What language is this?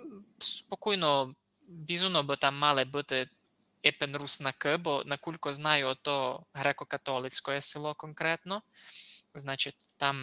Rusyn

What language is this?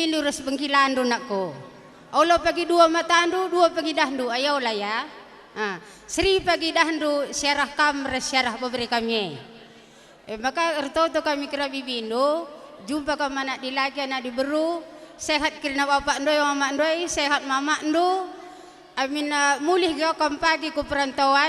Batak Karo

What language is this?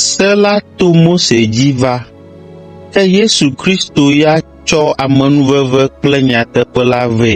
Ewe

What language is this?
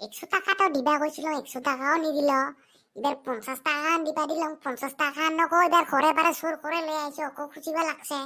Assamese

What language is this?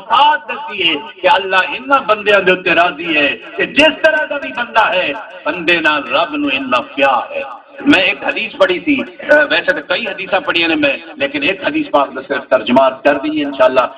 Saraiki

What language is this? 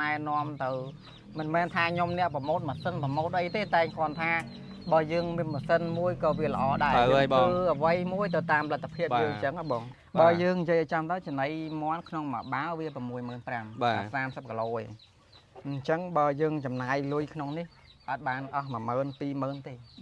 Khmer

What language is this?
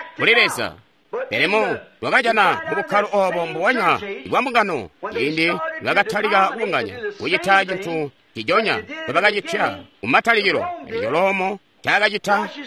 Tonga (Zambia)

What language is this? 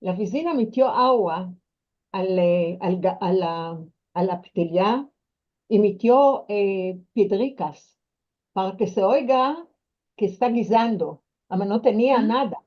Ladino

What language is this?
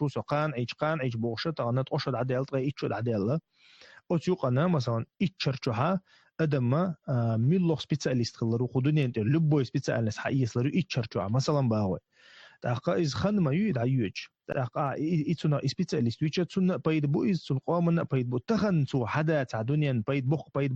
Chechen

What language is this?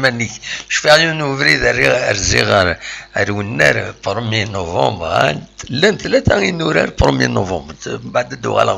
Kabyle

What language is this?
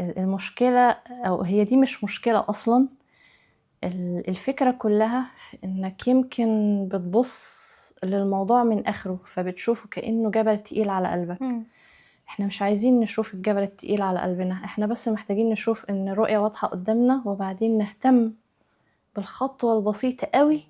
Egyptian Arabic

